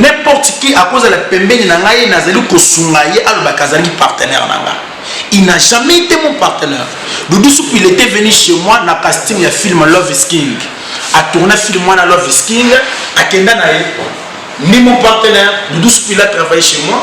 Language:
Lingala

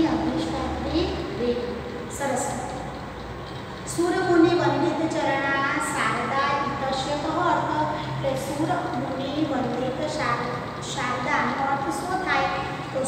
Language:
Gujarati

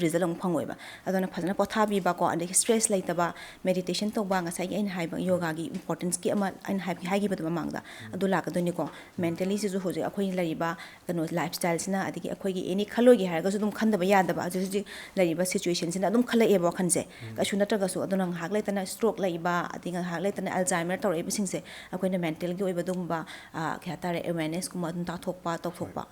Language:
Manipuri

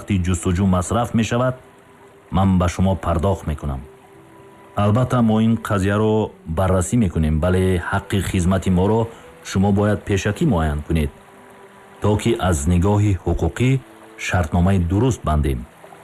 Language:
Tajik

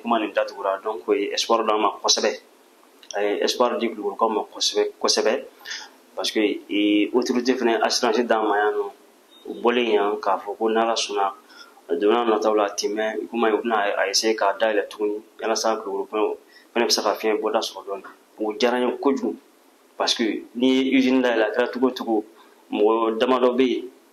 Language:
Bambara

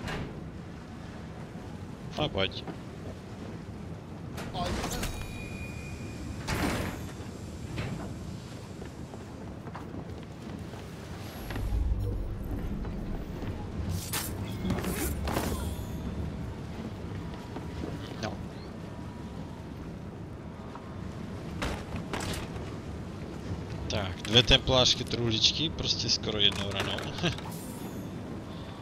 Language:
Czech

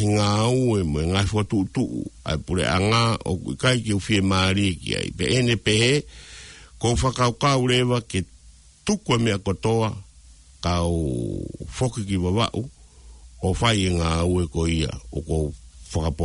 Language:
Tongan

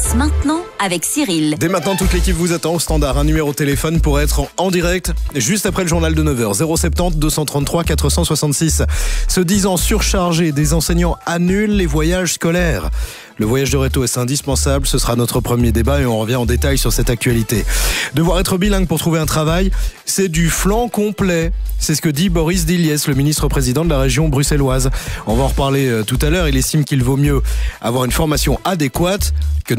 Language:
French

